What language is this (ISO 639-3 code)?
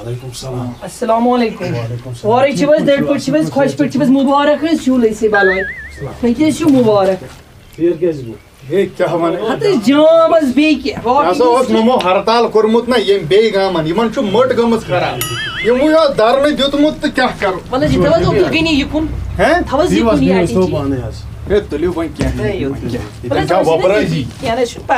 kas